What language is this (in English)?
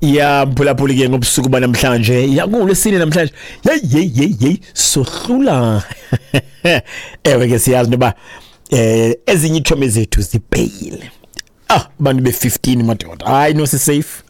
Xhosa